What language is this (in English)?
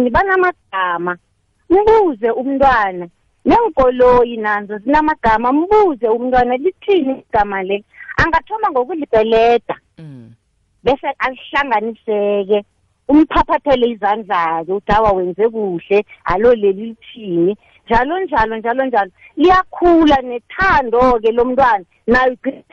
South Ndebele